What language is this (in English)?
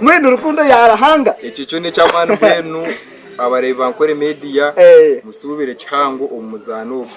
Nyankole